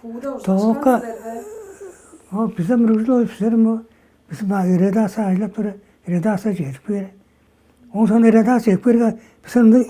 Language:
Tuvinian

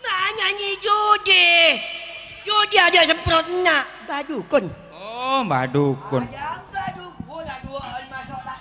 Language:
Madurese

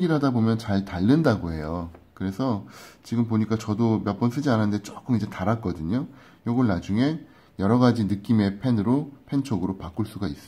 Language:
Korean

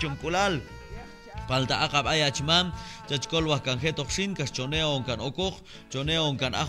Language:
Q'anjob'al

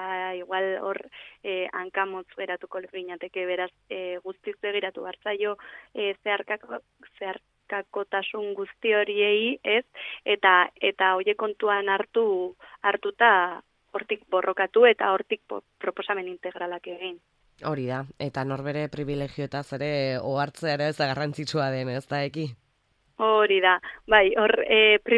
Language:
Basque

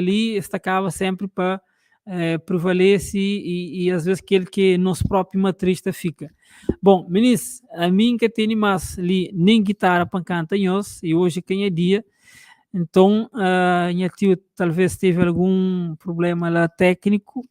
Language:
Kabuverdianu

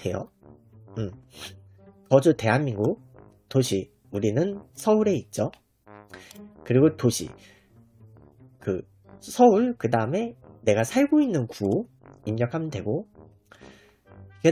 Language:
Korean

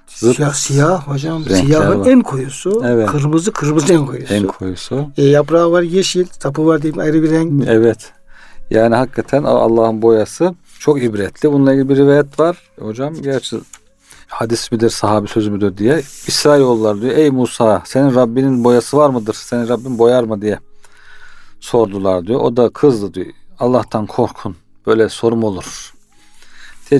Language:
Turkish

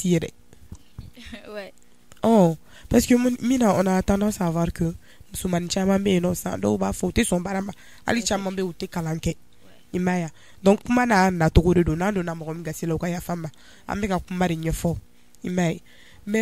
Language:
Bambara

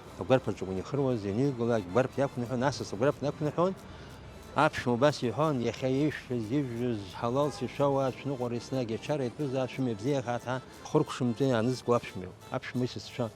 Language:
Abkhazian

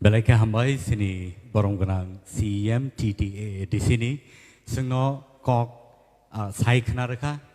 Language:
Kok Borok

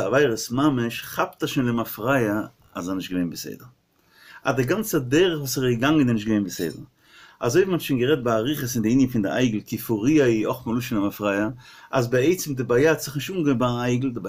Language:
Yiddish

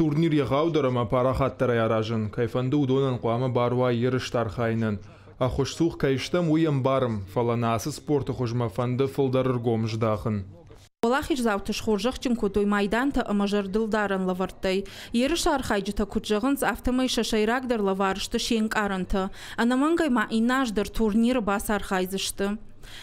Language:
Ossetic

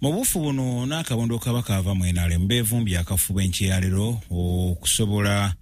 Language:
Ganda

